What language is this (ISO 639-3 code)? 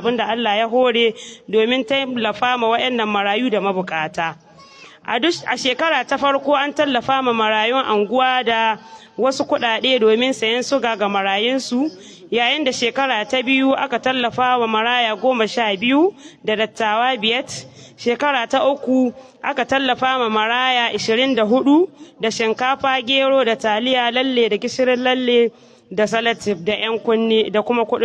hau